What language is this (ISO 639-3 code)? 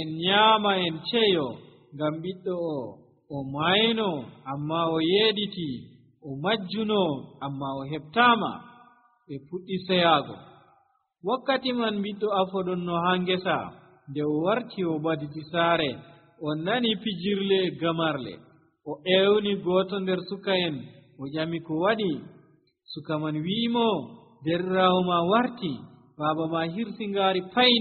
fuv